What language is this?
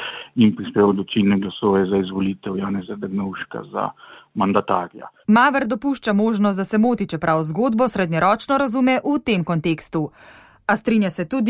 Slovenian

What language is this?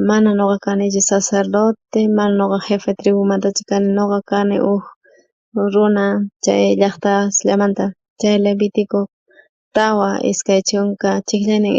South Bolivian Quechua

